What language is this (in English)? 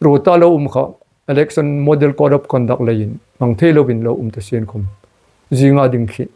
Hmar